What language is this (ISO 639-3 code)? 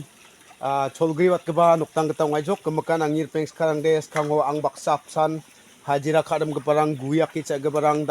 grt